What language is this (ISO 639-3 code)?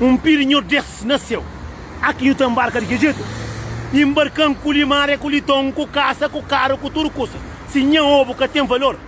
kea